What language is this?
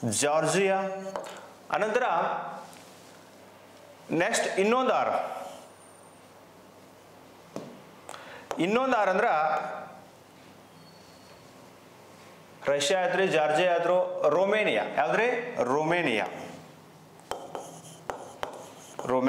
Kannada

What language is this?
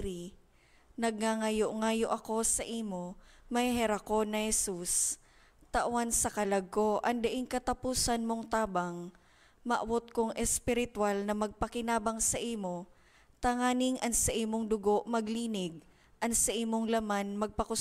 Bikol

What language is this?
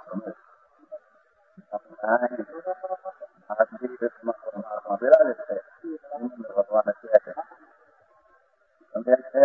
Gujarati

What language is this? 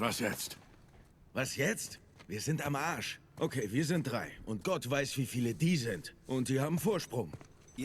Swiss German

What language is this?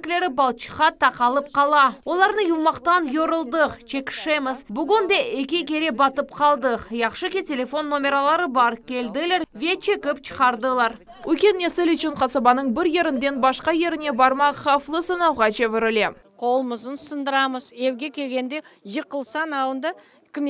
Crimean Tatar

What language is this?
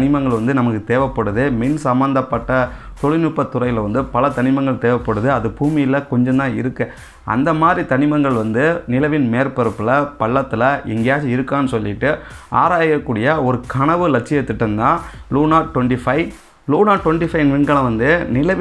Tamil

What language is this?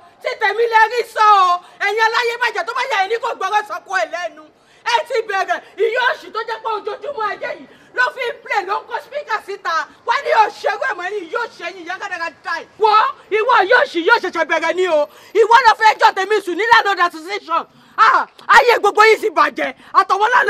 Yoruba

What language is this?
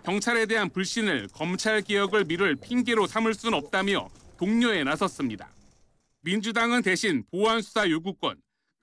Korean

